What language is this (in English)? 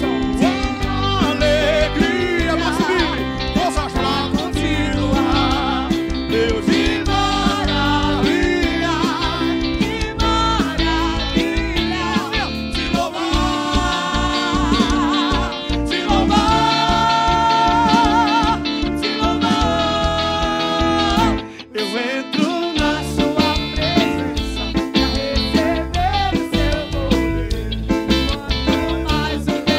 Portuguese